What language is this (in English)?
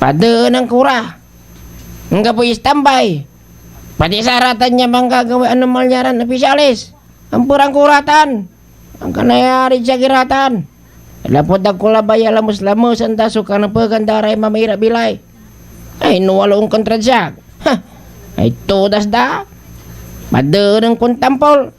Pangasinan